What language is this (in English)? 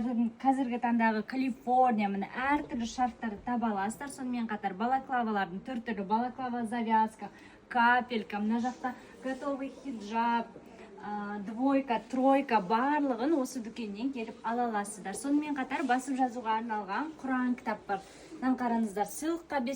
Kazakh